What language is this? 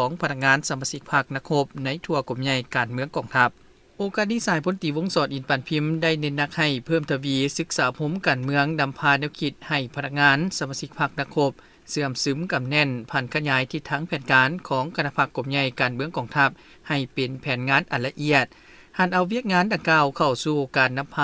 Lao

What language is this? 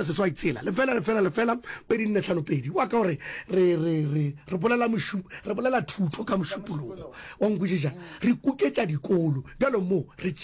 Northern Sotho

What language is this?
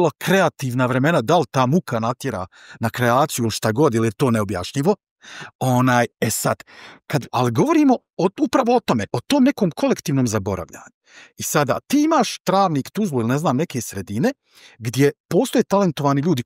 Bosnian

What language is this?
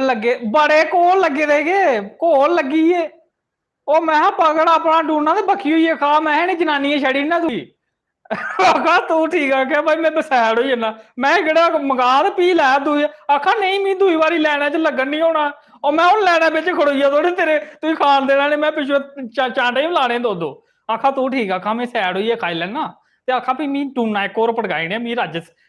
Dogri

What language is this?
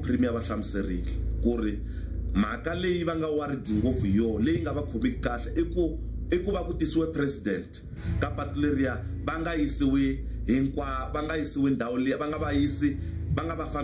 Tsonga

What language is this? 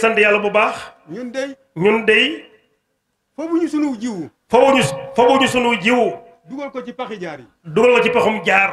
Wolof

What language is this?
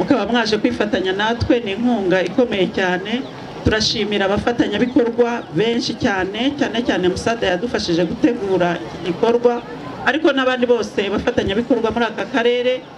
Kinyarwanda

